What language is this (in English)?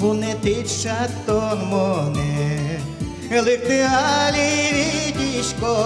Udmurt